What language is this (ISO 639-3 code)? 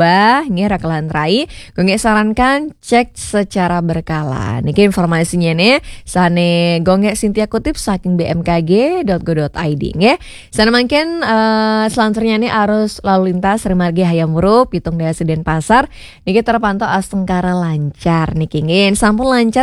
ban